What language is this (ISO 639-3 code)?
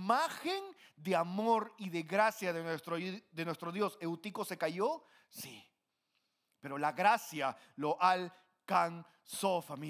spa